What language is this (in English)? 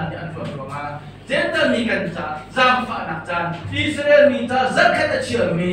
Hakha Chin